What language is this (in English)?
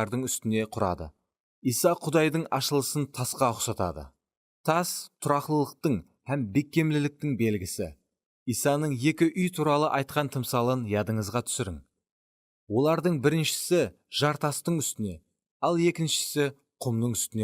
Kara-Kalpak